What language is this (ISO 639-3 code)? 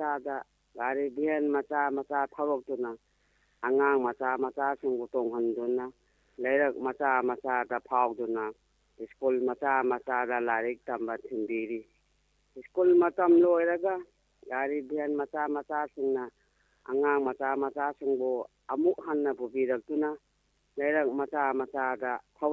mni